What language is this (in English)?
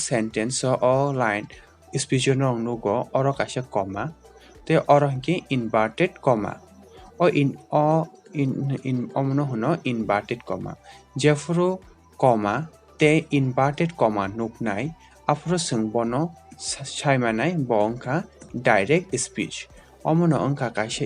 Kok Borok